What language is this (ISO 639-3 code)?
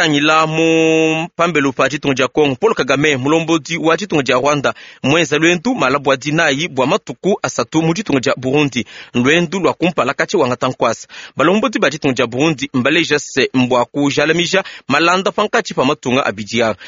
lua